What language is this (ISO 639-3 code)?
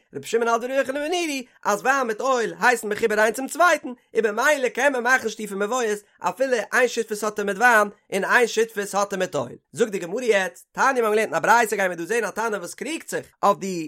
yid